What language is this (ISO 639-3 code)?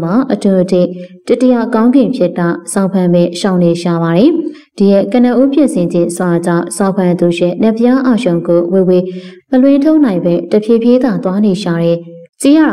mya